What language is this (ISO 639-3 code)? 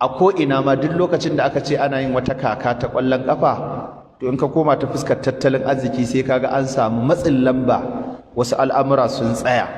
hau